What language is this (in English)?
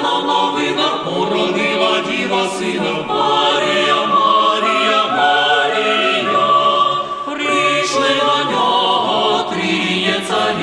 Ukrainian